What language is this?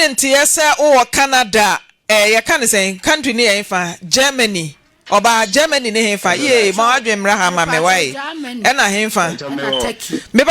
Akan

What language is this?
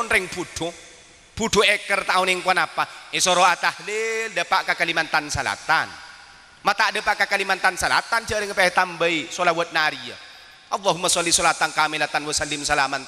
Madurese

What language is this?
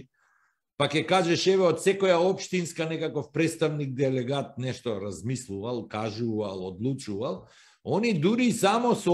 Macedonian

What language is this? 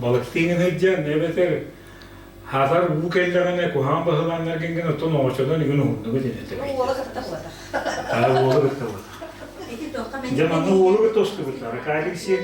Yakut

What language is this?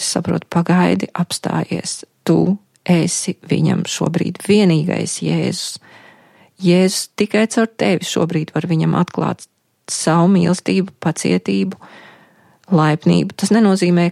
Latvian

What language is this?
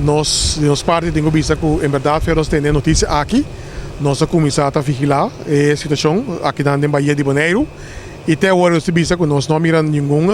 Papiamento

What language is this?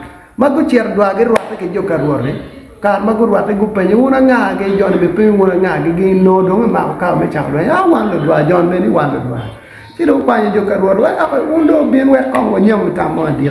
Acoli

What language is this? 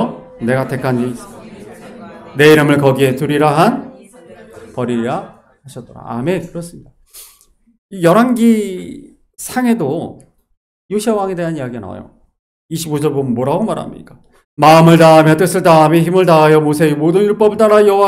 Korean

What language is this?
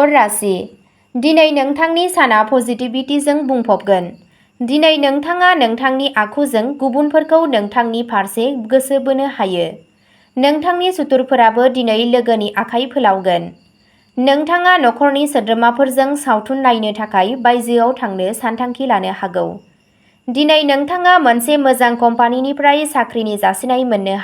Bodo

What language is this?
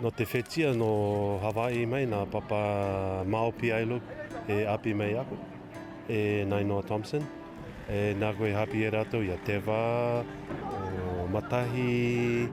Tahitian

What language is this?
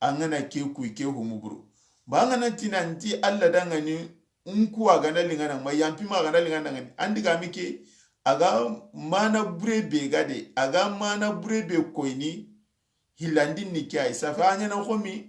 Soninke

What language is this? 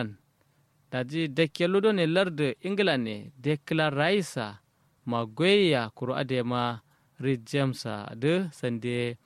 Kanuri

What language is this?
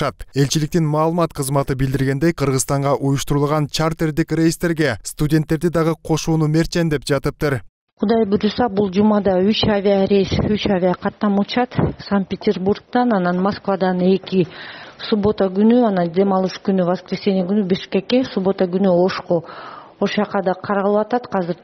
Kyrgyz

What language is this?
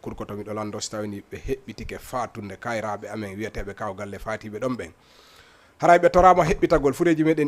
Fula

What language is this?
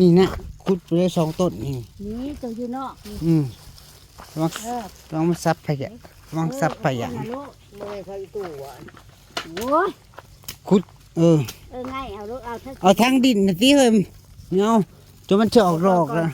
Northeastern Thai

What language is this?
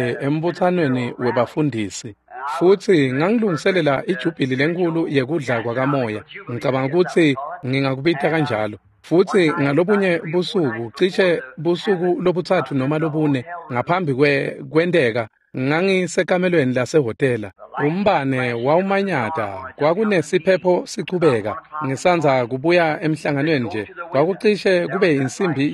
Swati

